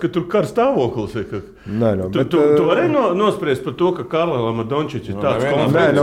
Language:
Latvian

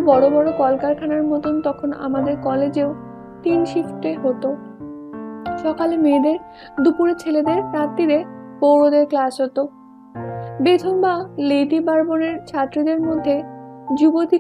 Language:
Bangla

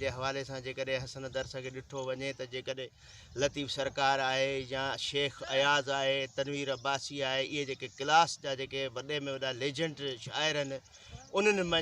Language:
Sindhi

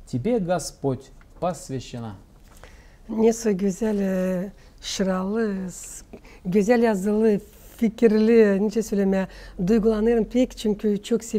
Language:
Gagauz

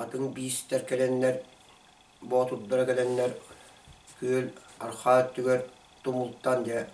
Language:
Yakut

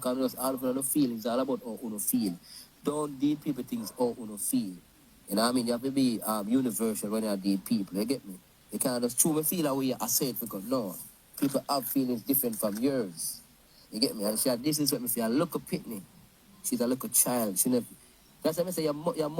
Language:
Jamaican Creole English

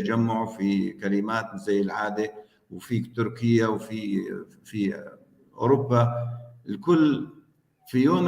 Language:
North Levantine Arabic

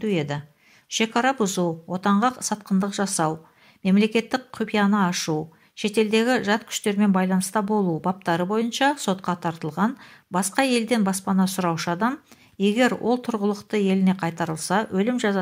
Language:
Kazakh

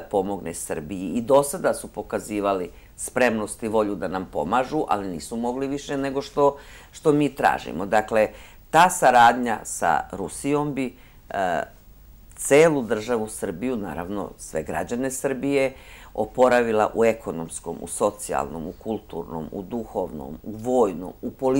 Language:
Serbian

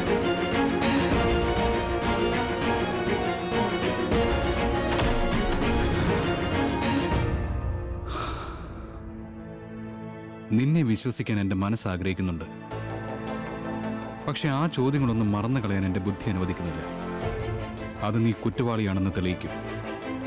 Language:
Malayalam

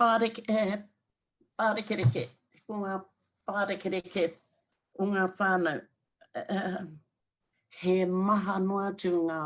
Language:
Māori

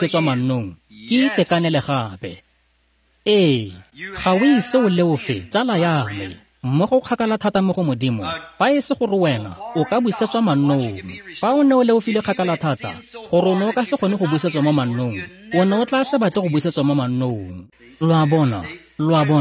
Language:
Tswana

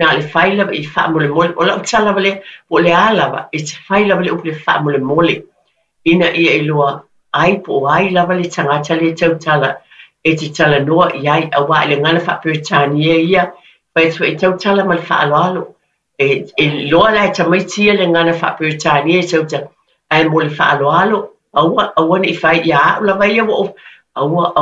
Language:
Samoan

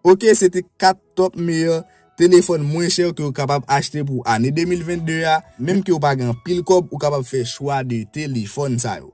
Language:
Haitian Creole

